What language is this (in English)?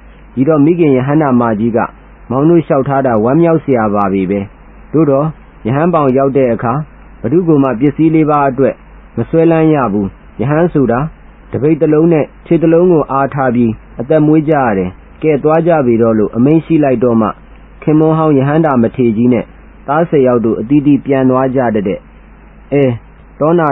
Burmese